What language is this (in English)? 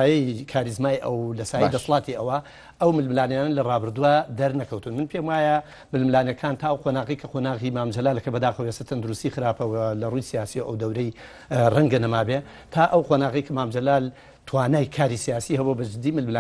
Central Kurdish